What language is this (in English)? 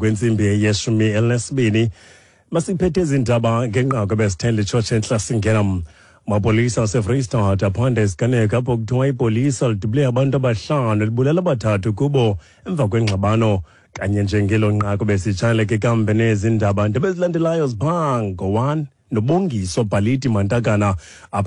Xhosa